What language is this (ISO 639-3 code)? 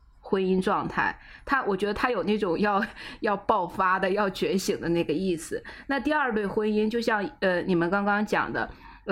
zho